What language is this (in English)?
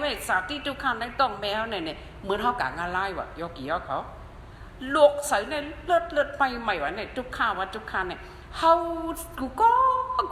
Shan